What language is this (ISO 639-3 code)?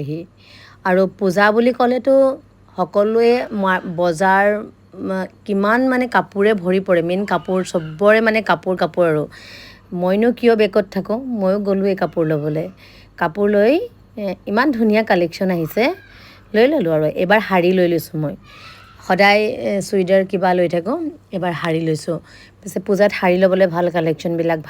asm